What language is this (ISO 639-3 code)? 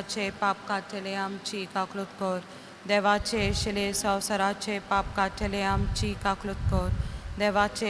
kok